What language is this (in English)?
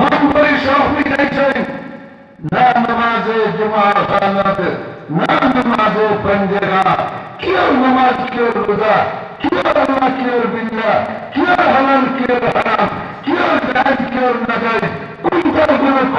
Sylheti